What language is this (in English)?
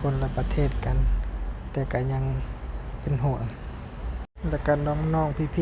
Lao